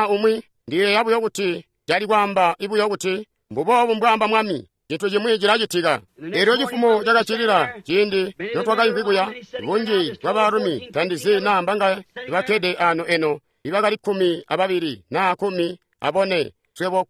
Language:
Tonga (Zambia)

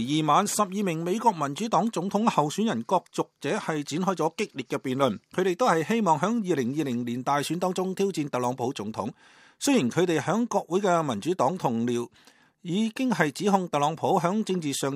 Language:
Cantonese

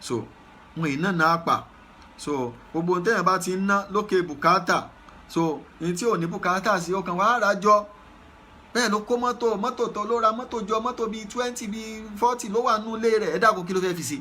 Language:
Yoruba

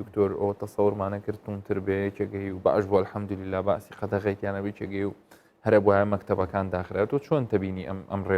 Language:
Central Kurdish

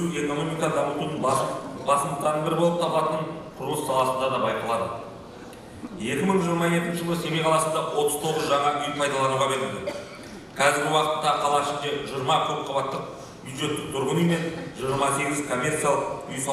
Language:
Kazakh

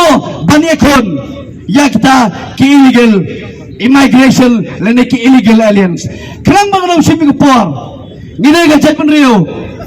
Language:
Khasi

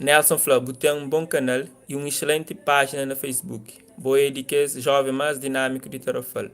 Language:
Kabuverdianu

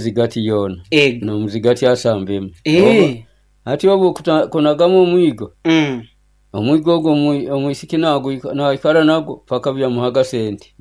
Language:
Nyoro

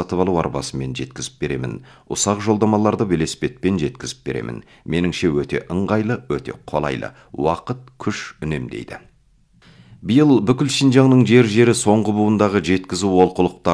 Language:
Kazakh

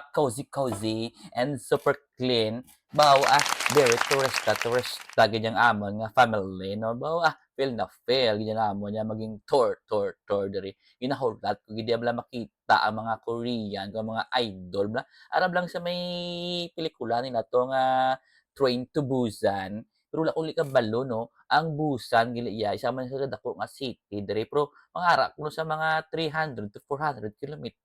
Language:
Hiligaynon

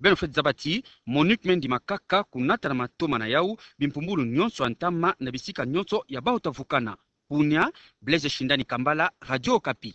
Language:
Kituba (Democratic Republic of Congo)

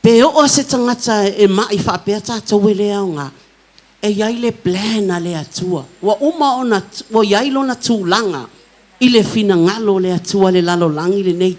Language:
Samoan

